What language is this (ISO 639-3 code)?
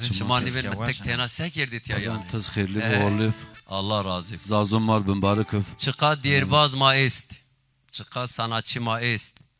zza